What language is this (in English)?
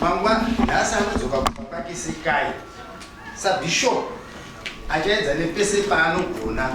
Shona